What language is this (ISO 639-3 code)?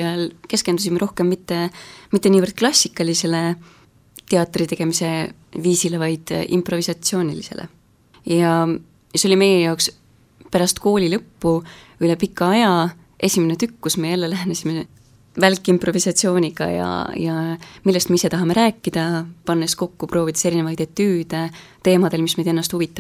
est